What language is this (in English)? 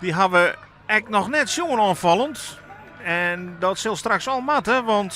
Western Frisian